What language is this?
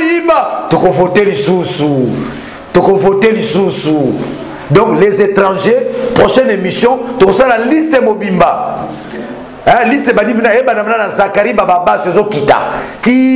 Lingala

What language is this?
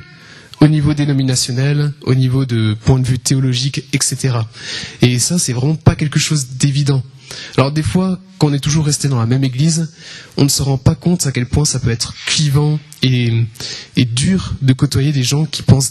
French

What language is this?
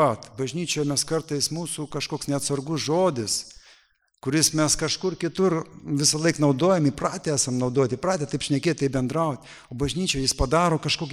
Lithuanian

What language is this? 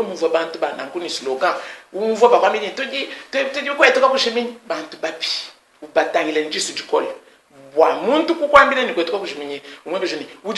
Luba-Lulua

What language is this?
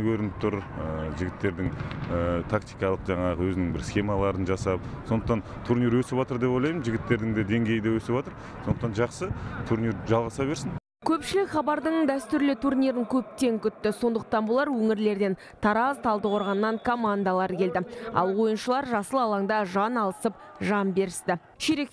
Kazakh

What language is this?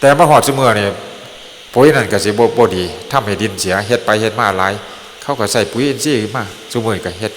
Northeastern Thai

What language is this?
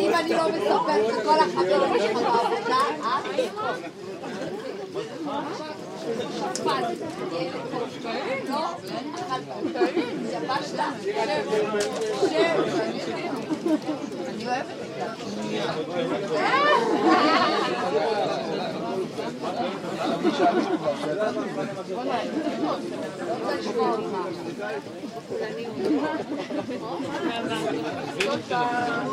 Hebrew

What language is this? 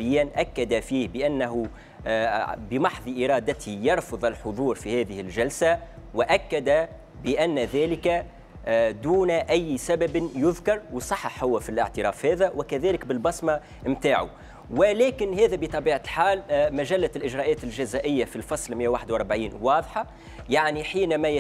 Tunisian Arabic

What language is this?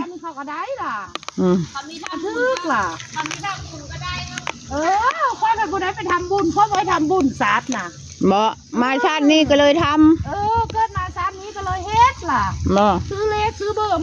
Northeastern Thai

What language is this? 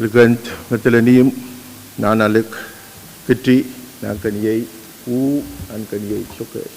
Pohnpeian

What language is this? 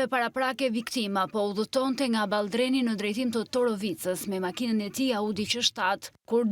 Albanian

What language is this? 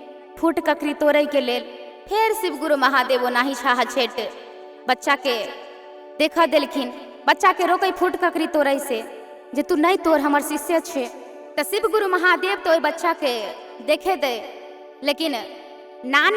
Maithili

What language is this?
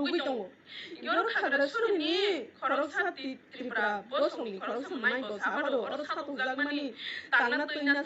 Kok Borok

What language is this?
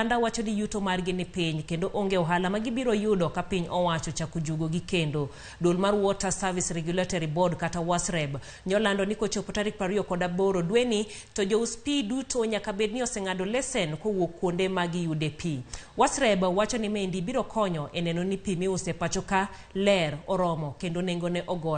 Luo (Kenya and Tanzania)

